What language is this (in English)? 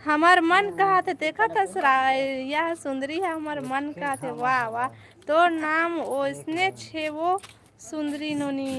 Chhattisgarhi